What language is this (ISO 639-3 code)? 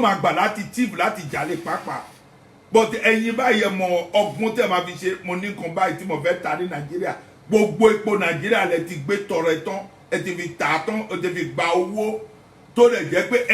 yor